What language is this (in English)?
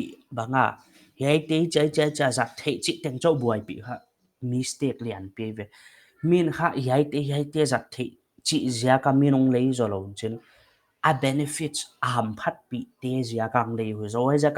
Paite Chin